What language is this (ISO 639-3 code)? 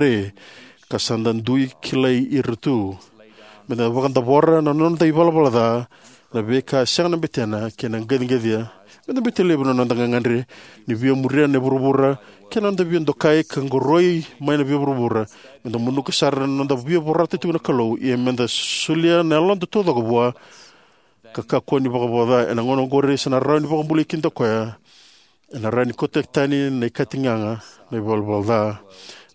fij